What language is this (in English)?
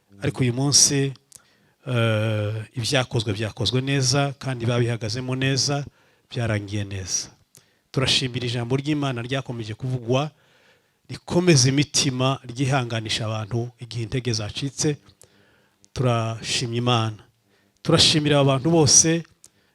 Kinyarwanda